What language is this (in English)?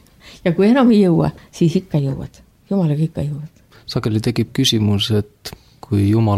Estonian